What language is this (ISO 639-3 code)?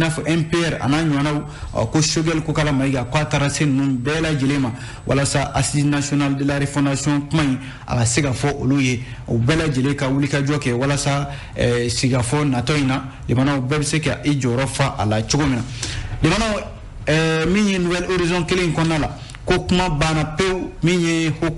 bam